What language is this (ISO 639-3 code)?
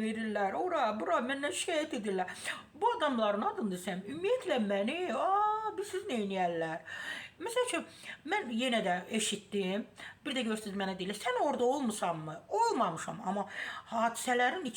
aze